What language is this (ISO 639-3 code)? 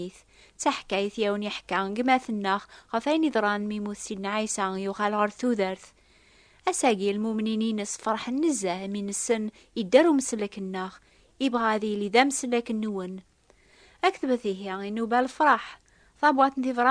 kab